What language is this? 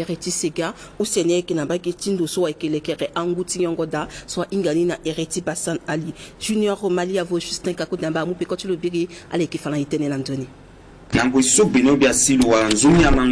Sango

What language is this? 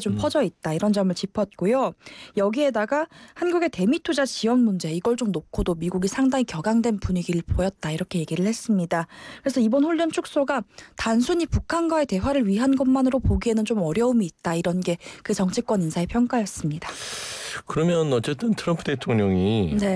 Korean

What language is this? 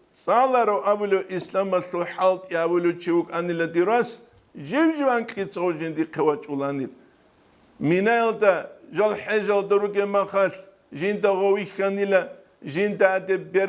Avaric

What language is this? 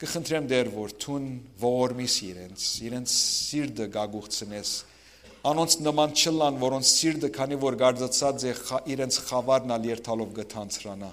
Western Armenian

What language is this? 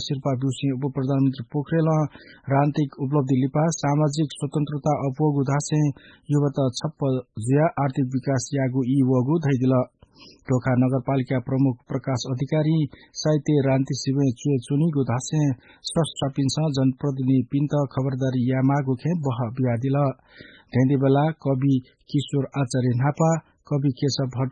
Newari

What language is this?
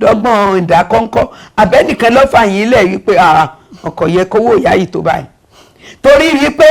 Yoruba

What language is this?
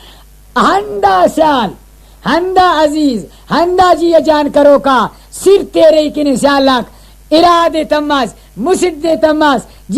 Brahui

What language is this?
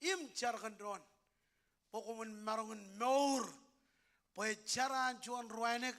Marshallese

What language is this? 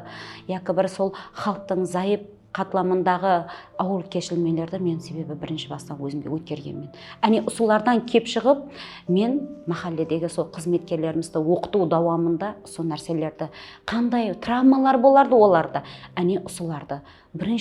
Kara-Kalpak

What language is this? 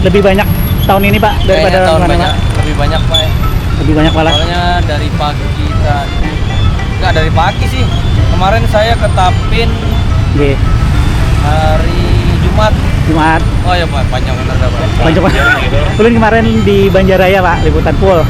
Banjar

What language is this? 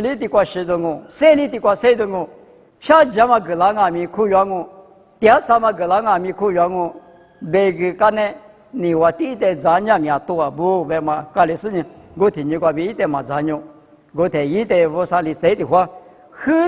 Lisu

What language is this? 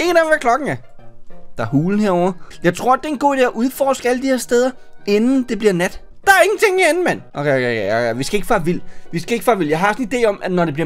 Danish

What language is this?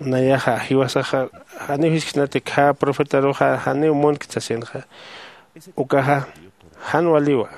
Aymara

